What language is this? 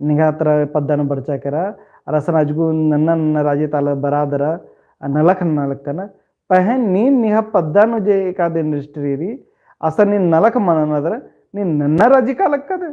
Kurukh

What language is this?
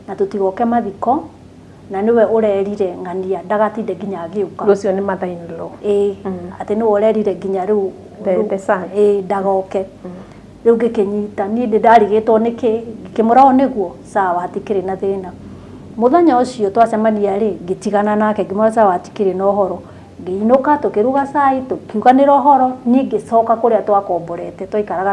Kikuyu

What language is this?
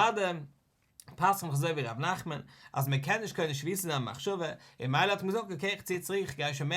Yiddish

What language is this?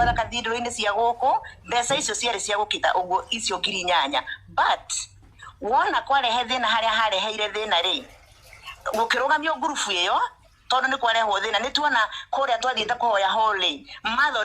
Kikuyu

